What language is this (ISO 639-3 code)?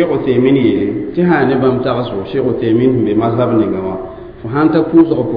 mos